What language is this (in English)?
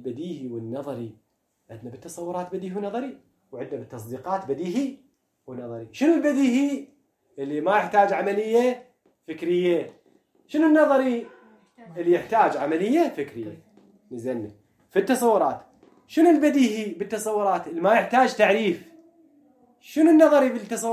Mesopotamian Arabic